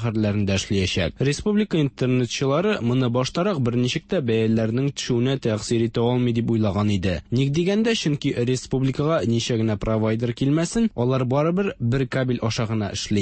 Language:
Tatar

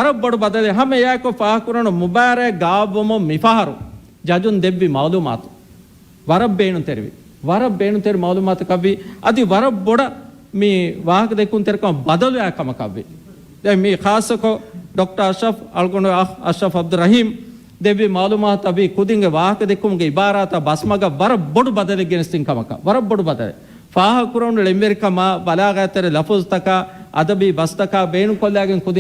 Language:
Divehi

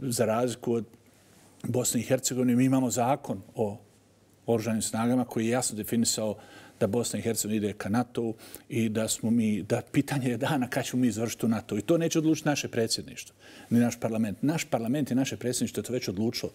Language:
Croatian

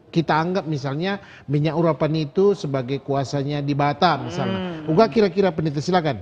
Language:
Batak Karo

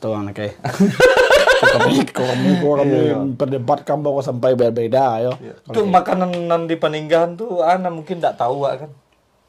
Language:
Minangkabau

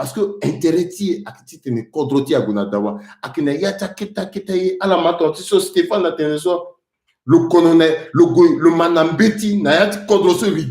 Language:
Sango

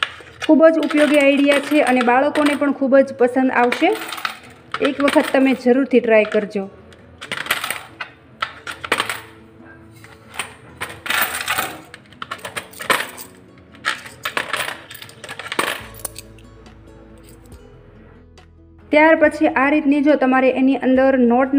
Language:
Gujarati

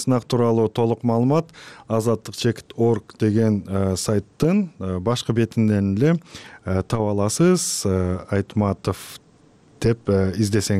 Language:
Kyrgyz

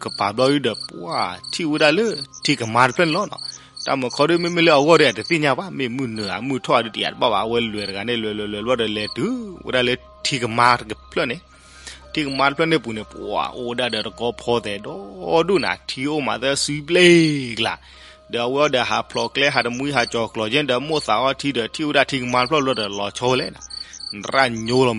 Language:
S'gaw Karen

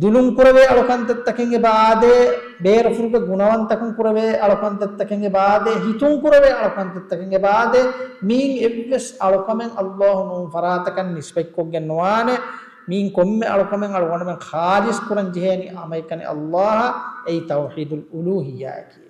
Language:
Divehi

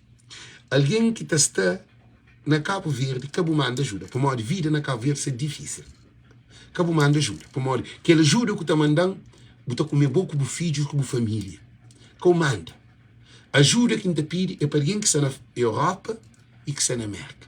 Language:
Kabuverdianu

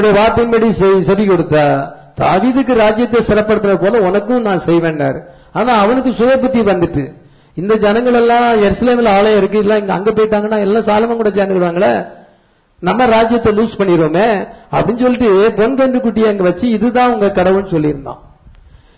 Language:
Tamil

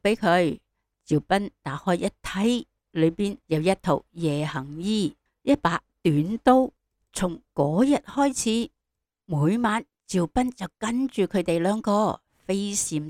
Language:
Cantonese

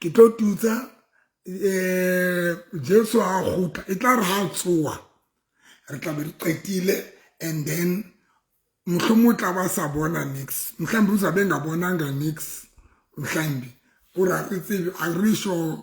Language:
Southern Sotho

